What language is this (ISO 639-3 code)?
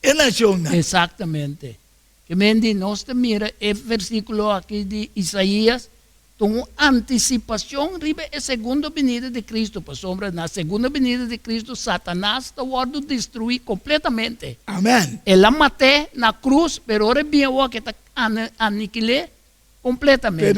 pap